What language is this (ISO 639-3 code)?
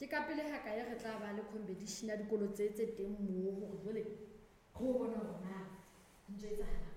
sot